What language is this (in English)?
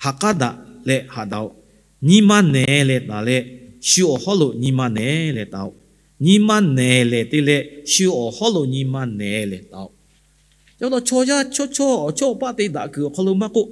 Lahu